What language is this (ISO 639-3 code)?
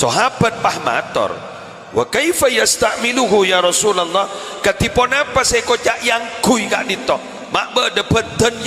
mad